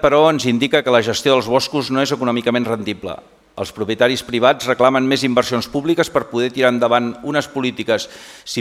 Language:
Catalan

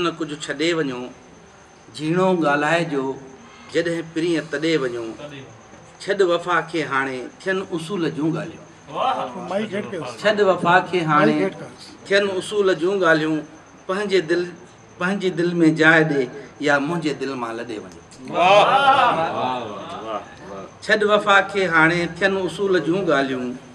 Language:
Sindhi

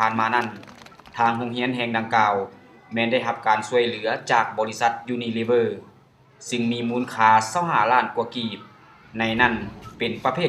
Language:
Lao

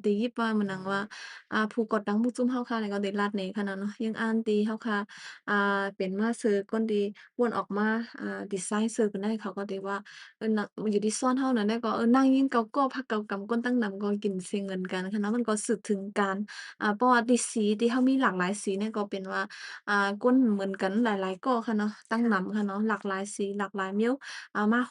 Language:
Shan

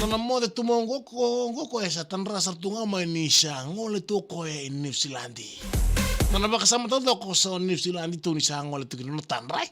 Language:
Fijian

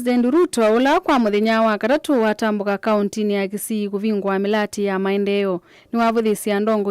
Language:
Kamba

